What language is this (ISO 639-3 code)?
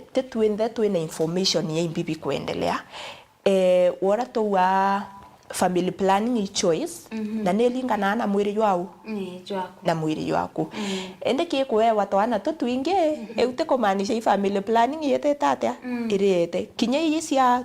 mer